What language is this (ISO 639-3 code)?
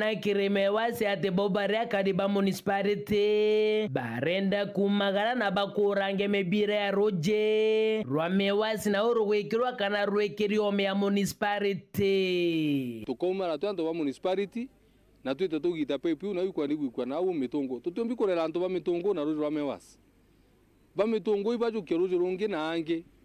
mer